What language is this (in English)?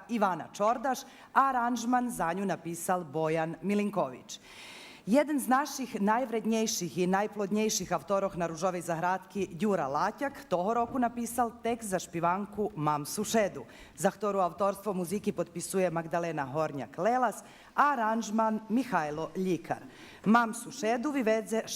Rusyn